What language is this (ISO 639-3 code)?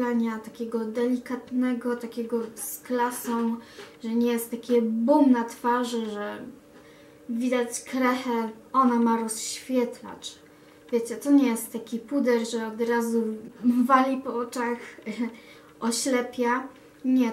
pol